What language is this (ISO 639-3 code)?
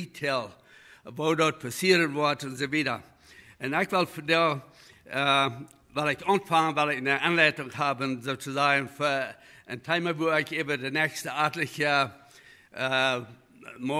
pdt